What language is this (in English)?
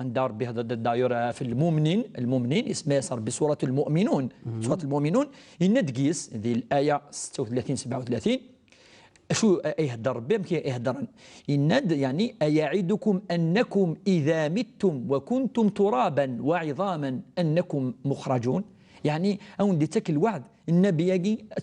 Kabyle